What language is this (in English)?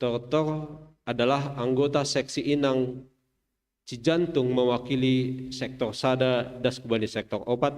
Batak Simalungun